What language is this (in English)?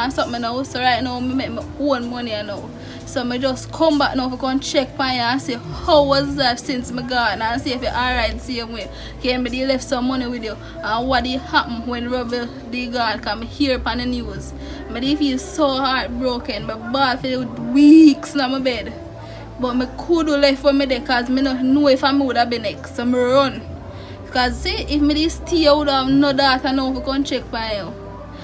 Jamaican Creole English